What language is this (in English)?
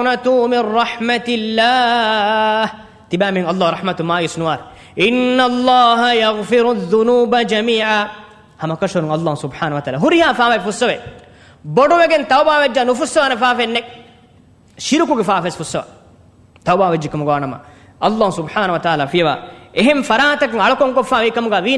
Divehi